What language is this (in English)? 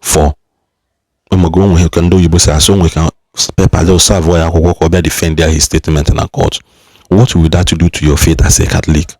Igbo